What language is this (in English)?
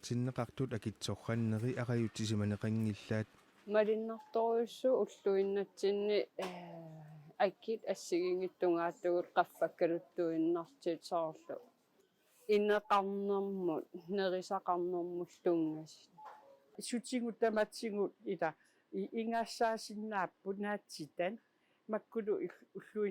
Kalaallisut